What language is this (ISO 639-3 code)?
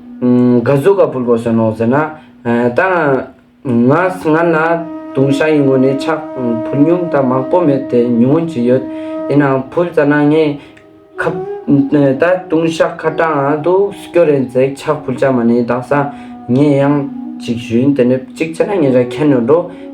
lbj